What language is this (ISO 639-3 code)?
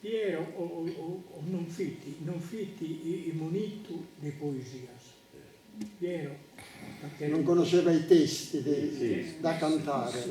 srd